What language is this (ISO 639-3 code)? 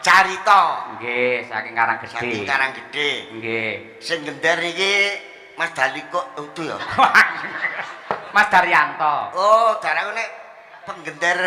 jav